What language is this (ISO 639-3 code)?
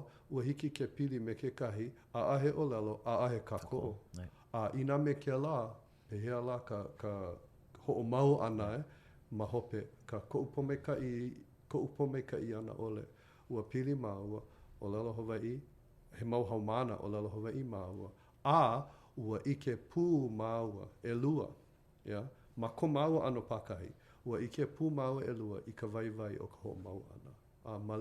haw